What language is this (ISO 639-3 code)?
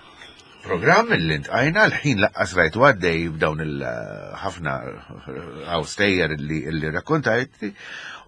mlt